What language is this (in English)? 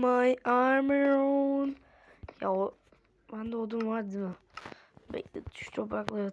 Turkish